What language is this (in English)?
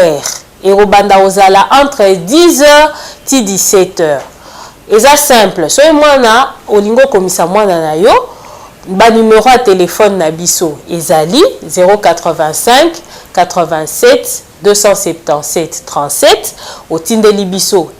Lingala